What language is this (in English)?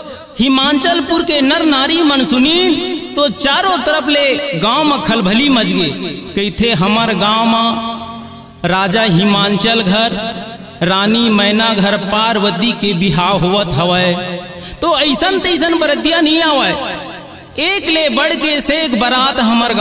Chhattisgarhi